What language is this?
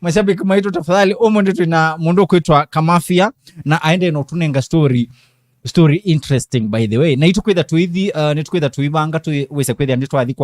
Kamba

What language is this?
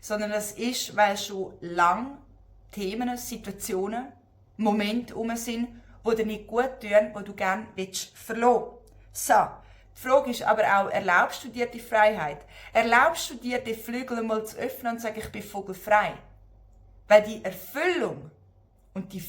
Swiss German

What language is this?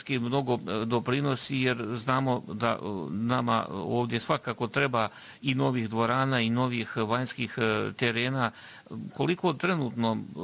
Bosnian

